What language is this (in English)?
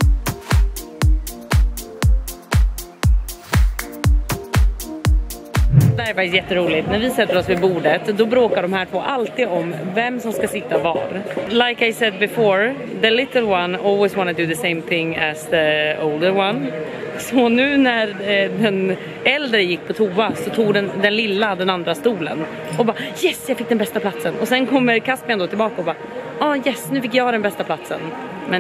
Swedish